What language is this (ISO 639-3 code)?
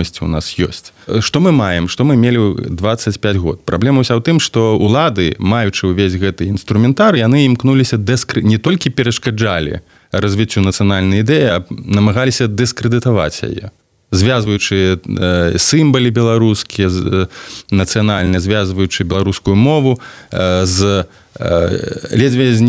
bel